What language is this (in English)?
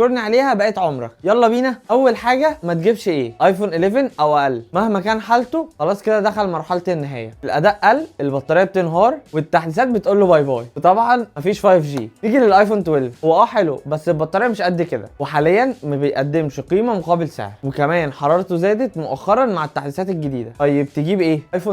Egyptian Arabic